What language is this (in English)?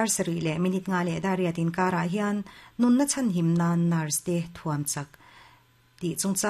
Mizo